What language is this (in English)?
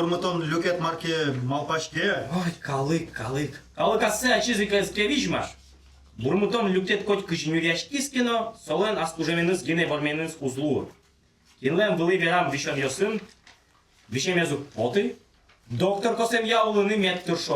Udmurt